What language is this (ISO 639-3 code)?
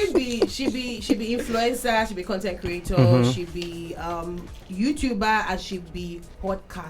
pcm